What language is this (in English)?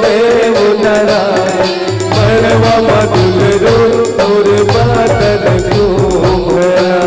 Chhattisgarhi